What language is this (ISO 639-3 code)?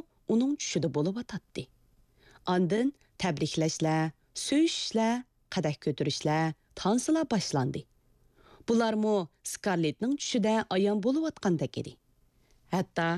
uig